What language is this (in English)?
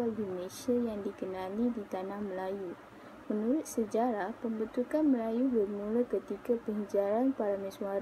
Malay